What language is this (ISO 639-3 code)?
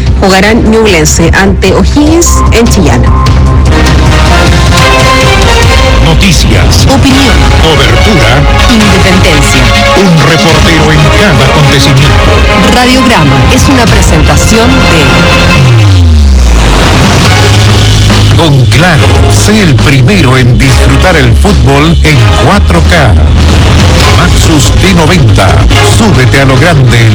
spa